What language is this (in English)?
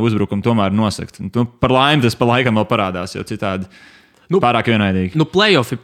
Latvian